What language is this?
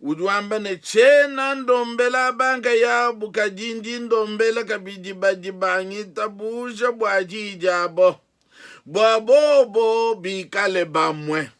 Luba-Lulua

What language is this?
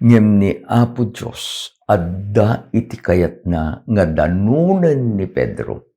Iloko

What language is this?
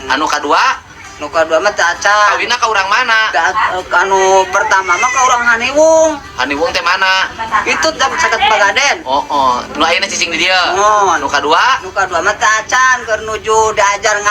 Sundanese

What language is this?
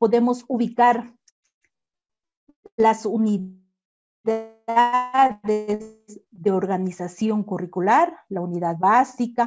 Spanish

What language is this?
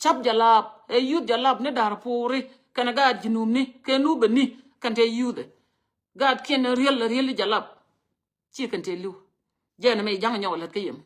Nuer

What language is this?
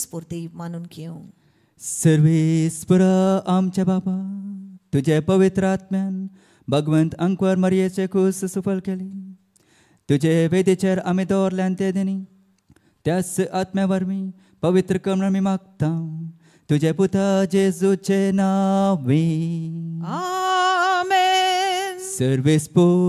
Konkani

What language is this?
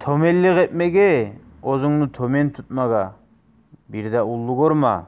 Kumyk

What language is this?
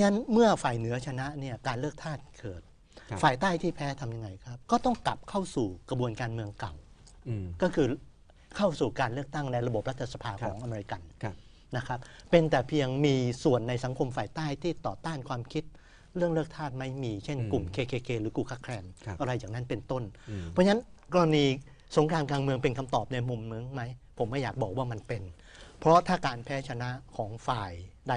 Thai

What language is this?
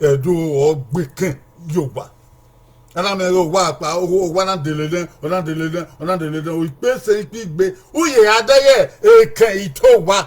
Bini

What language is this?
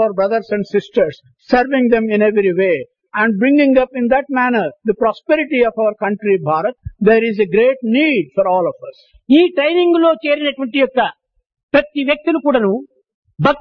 Telugu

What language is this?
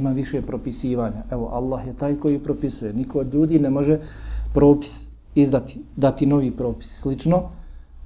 Bosnian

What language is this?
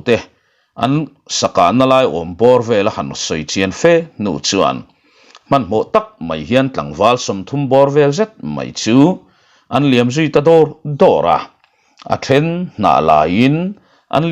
Mizo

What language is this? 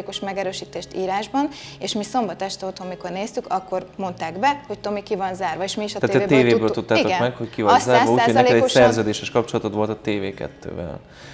Hungarian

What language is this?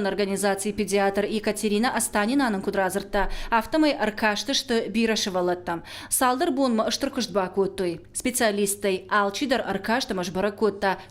Ossetic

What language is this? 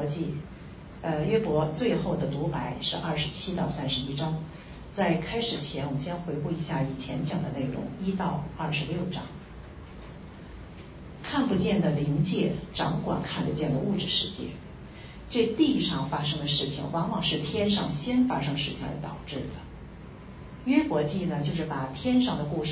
Chinese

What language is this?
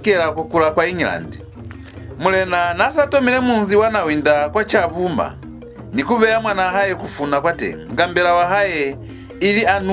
Lozi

